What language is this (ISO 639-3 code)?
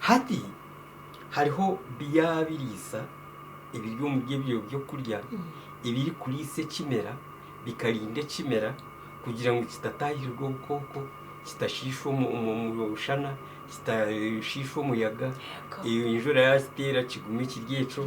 nyn